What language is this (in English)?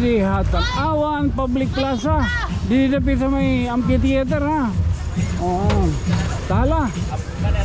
Waray